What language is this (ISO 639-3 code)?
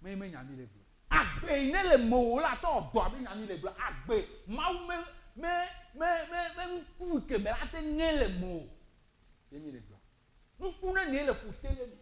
ewe